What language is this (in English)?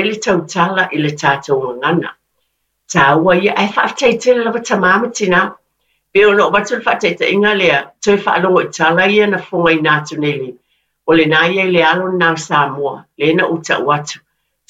Samoan